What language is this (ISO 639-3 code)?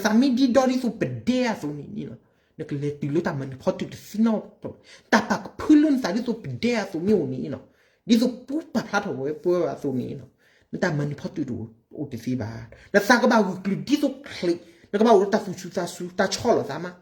ksw